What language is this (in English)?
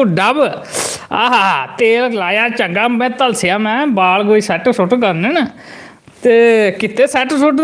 Dogri